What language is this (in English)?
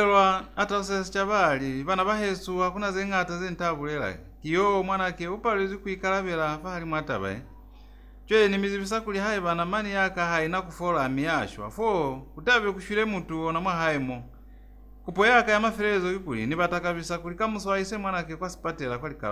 Lozi